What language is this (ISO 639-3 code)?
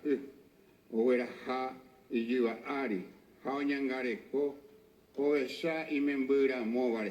grn